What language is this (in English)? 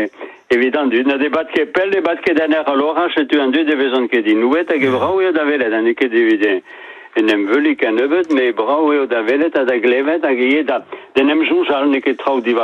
Breton